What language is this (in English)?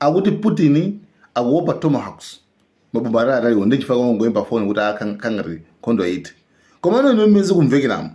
Nyanja